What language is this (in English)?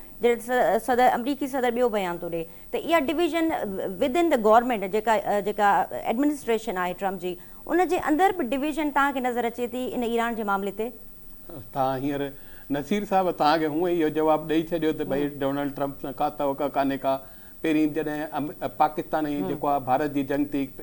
Sindhi